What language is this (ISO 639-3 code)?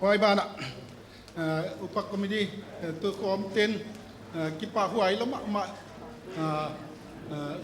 pck